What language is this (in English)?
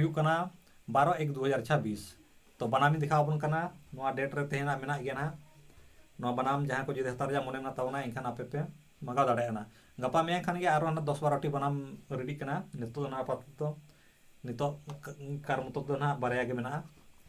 Santali